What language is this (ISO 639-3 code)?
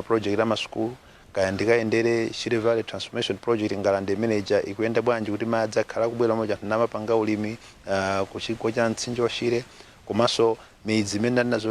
nya